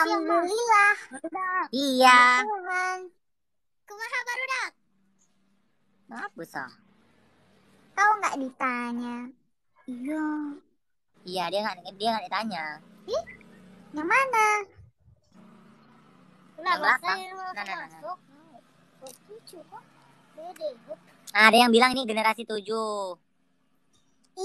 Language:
Indonesian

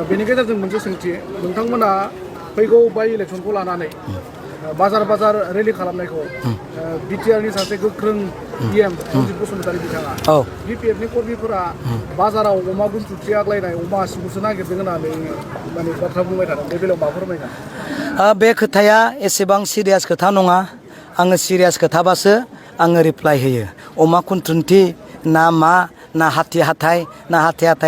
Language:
Bodo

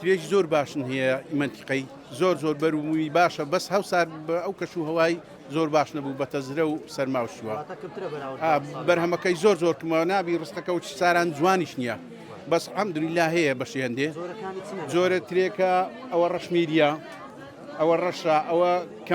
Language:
Central Kurdish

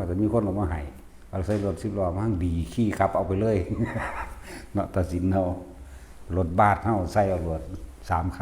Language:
Lao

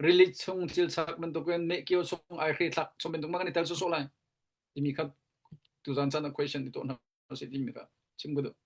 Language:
Hakha Chin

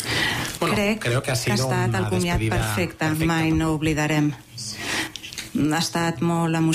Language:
Catalan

